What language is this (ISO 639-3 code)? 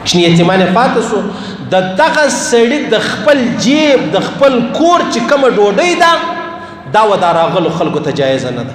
pus